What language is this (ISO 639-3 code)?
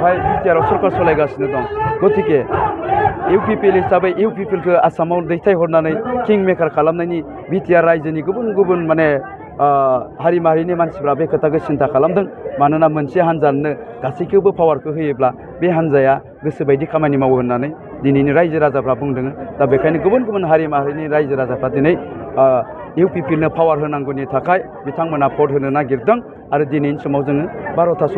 brx